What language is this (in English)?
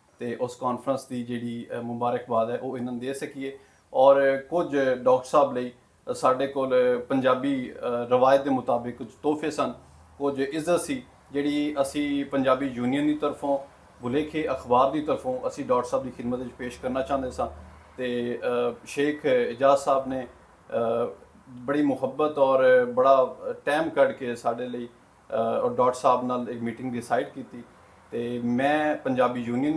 Western Panjabi